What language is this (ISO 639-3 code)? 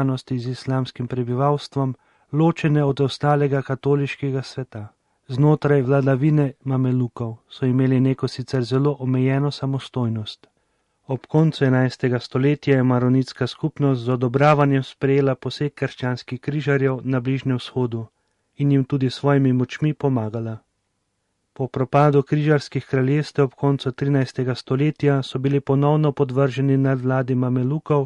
slv